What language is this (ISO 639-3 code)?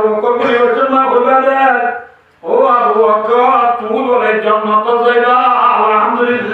rhg